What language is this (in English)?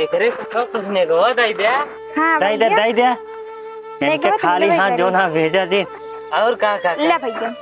Awadhi